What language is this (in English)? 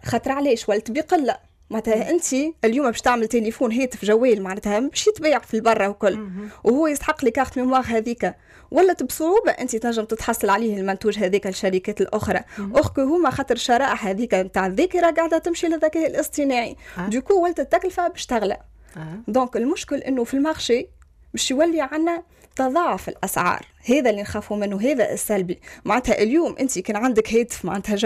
Tunisian Arabic